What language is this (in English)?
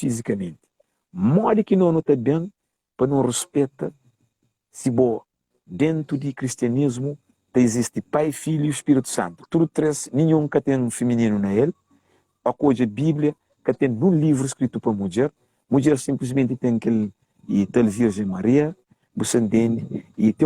Kabuverdianu